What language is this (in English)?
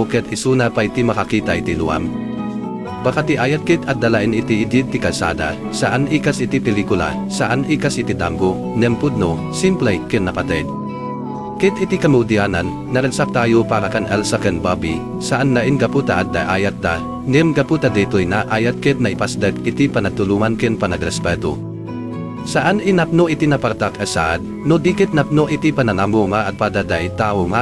Iloko